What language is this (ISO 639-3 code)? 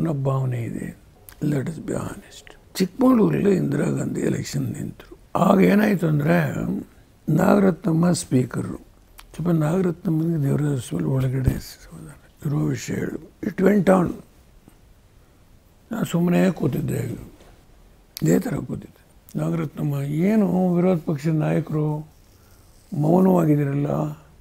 kan